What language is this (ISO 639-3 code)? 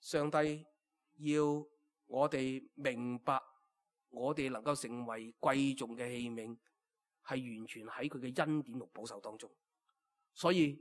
yue